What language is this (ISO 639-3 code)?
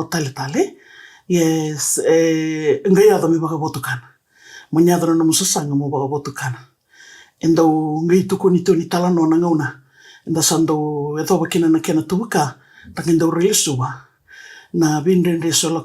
fij